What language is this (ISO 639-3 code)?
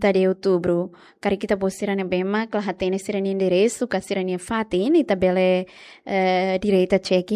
tet